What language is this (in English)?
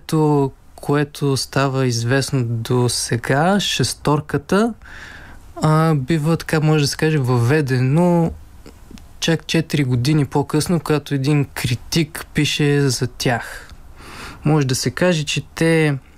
Bulgarian